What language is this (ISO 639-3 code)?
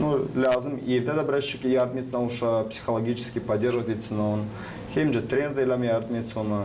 gag